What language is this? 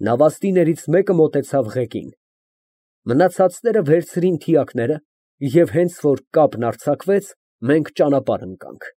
Armenian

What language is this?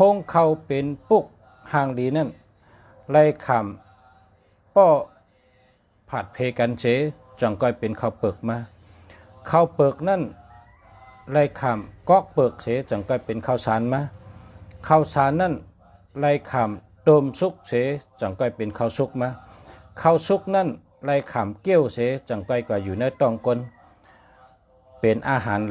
Shan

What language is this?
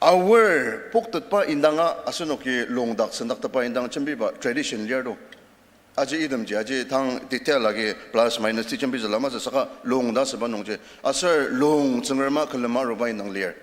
Ao Naga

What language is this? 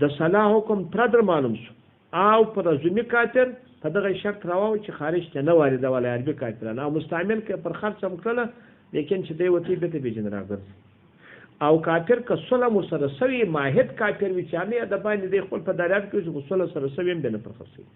Pashto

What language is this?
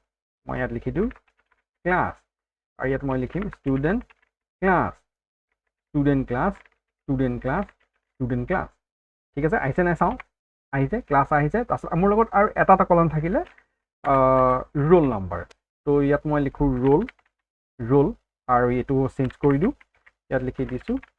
Assamese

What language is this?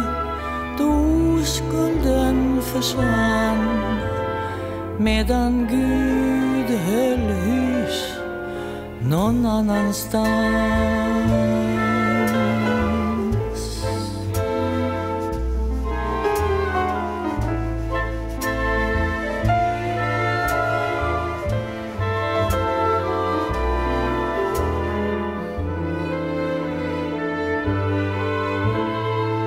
Swedish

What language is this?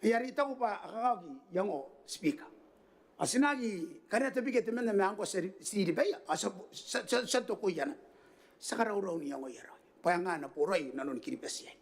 Gilbertese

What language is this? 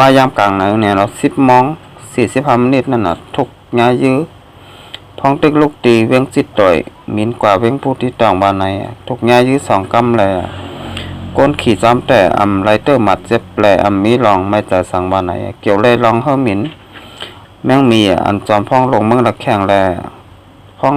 Shan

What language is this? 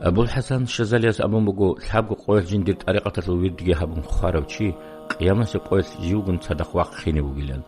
Avaric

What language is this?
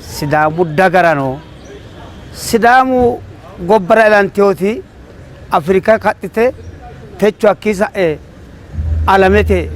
Sidamo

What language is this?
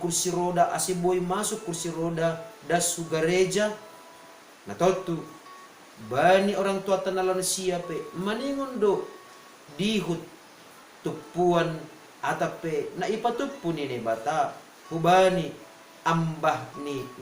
Batak Simalungun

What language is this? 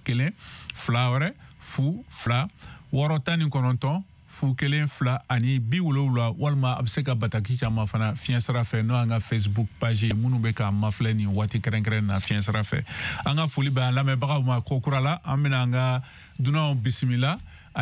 Bambara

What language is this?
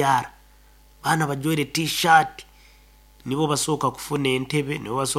Nyoro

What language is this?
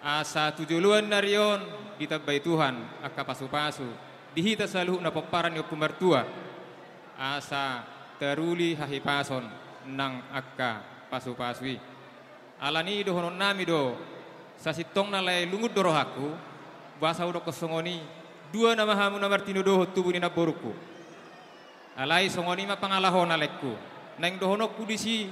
Batak Toba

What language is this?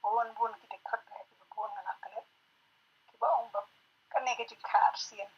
Khasi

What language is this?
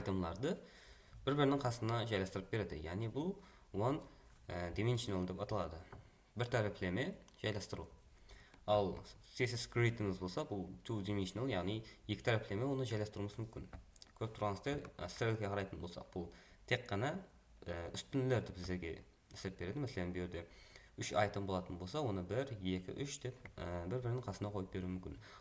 Kara-Kalpak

